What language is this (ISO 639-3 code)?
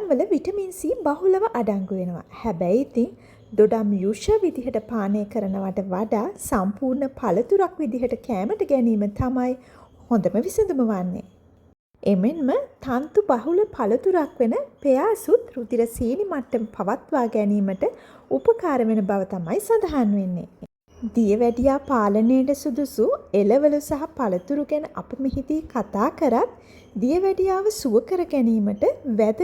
sin